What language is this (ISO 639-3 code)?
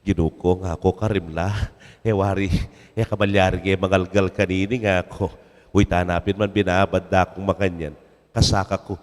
pam